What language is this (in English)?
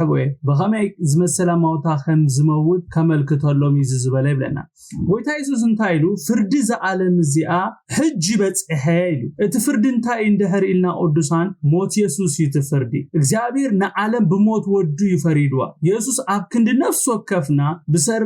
Tigrinya